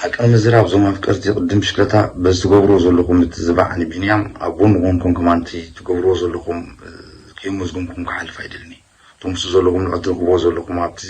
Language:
Tigrinya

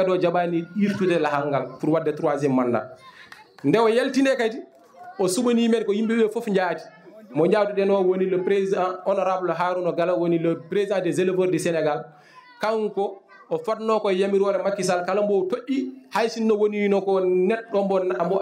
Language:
Fula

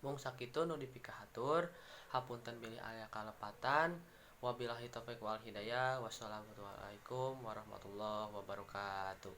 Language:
Sundanese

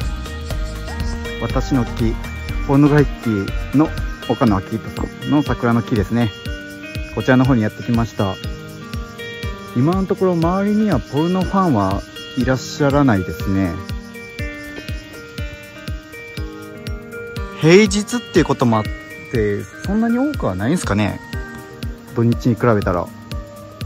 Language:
Japanese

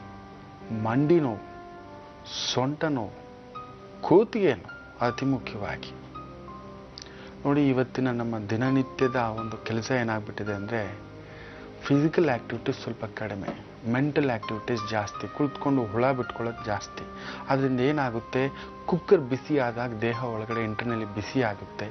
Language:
Kannada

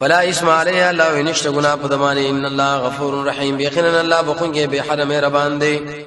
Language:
Pashto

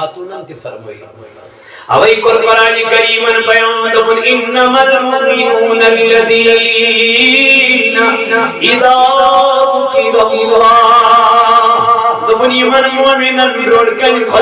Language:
Kashmiri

